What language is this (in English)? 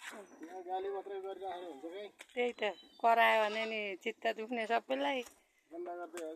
Nepali